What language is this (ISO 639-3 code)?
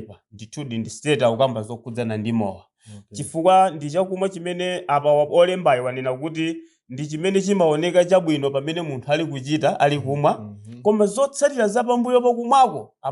nya